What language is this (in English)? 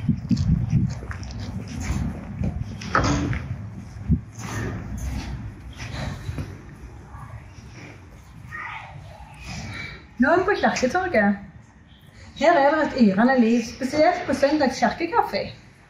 Norwegian